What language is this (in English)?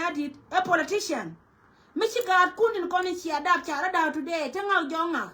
Nuer